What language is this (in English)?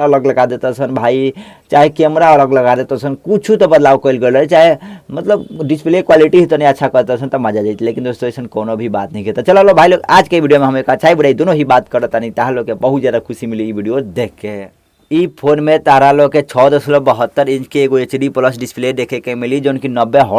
Bhojpuri